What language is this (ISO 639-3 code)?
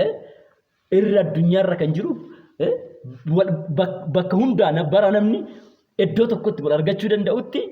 orm